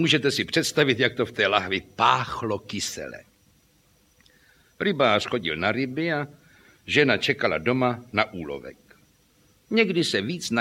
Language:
Czech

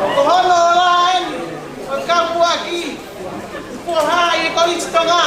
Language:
Tongan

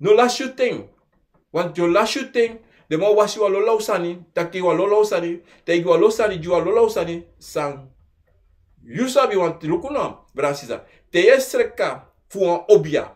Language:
Sranan Tongo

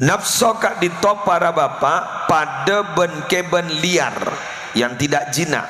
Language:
Madurese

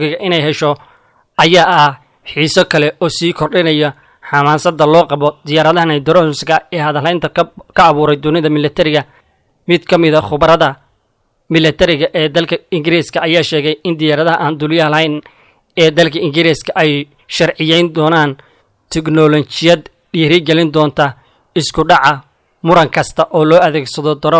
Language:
Somali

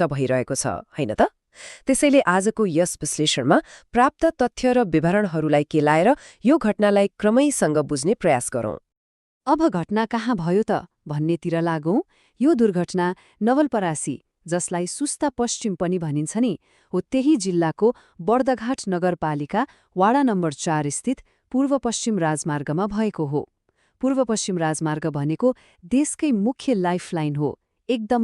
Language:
Nepali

